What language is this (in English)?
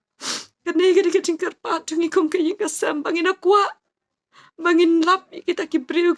Khasi